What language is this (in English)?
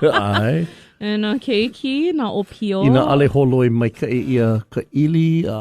Hawaiian